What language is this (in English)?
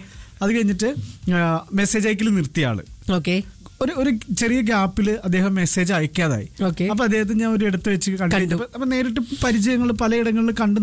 Malayalam